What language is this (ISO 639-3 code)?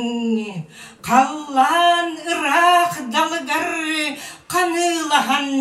sah